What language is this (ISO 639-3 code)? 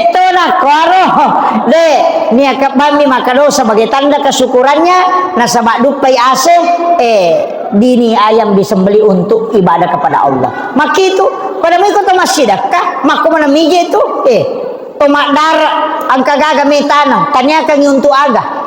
bug